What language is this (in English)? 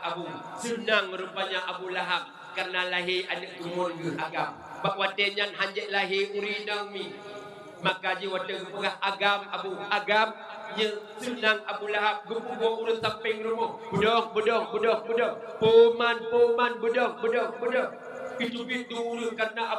Achinese